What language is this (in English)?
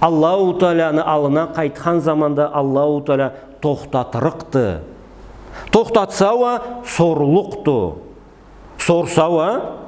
Karachay-Balkar